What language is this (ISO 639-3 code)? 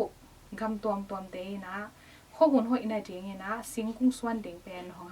ctd